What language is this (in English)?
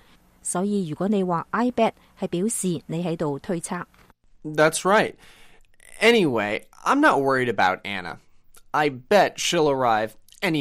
Cantonese